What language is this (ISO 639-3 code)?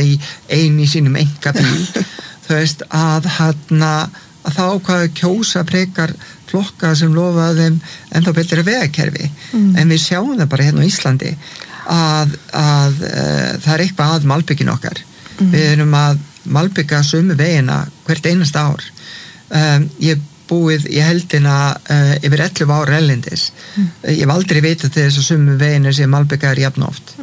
isl